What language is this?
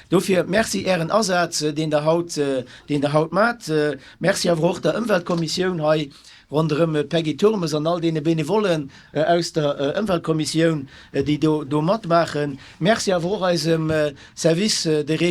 Luxembourgish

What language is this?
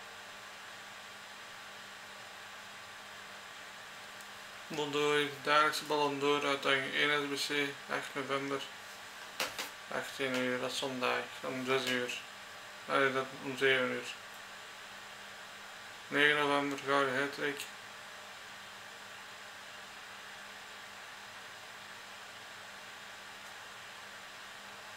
Dutch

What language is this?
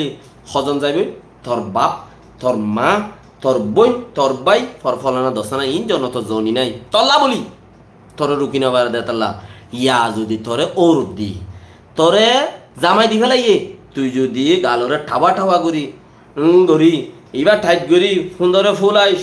Rohingya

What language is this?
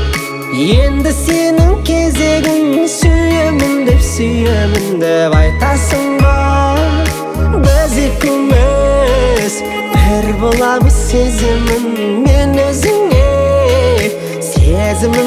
Kazakh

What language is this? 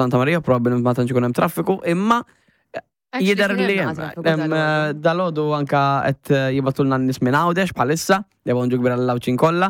Maltese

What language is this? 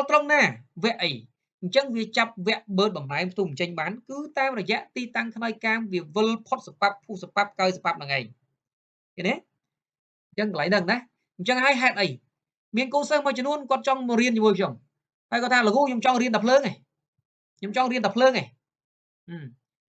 Khmer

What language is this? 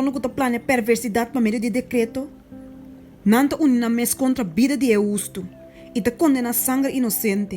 Papiamento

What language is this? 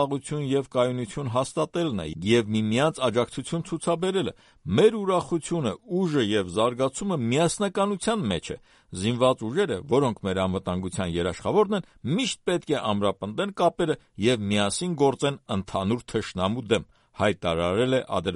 Armenian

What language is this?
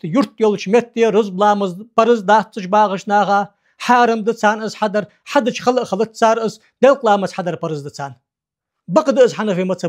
Ingush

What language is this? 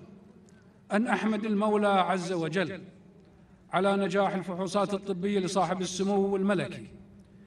Arabic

